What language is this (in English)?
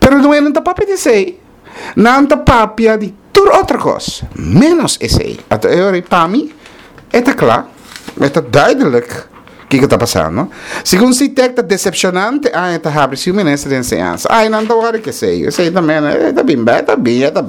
Papiamento